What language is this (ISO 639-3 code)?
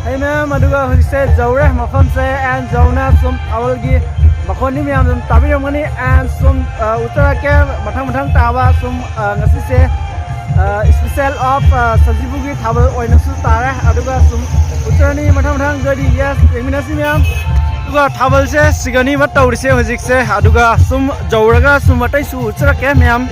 mni